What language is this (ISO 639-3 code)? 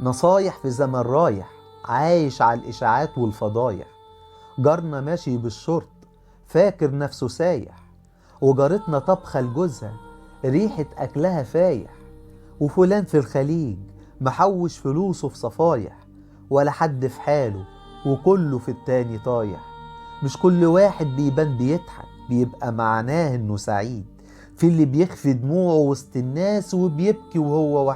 arz